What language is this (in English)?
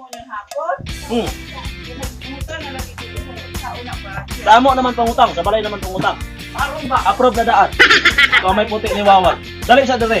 Cebuano